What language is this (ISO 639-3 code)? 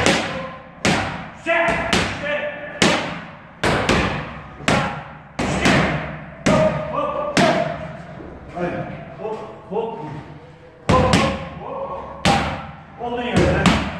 tur